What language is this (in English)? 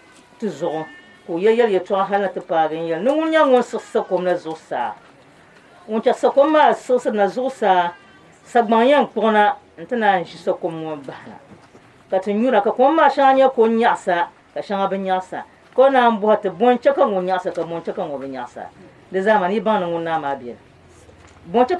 Dagbani